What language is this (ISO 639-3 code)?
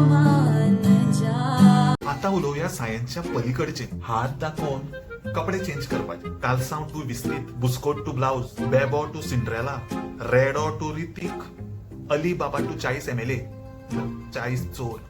kok